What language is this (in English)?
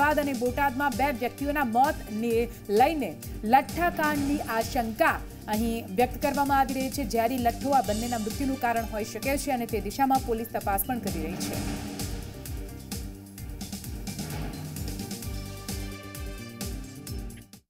Gujarati